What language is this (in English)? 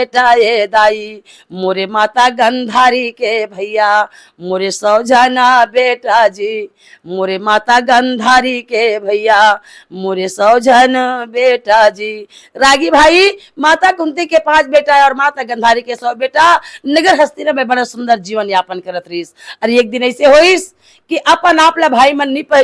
Chhattisgarhi